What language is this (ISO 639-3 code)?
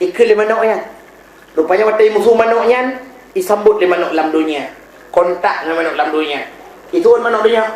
ace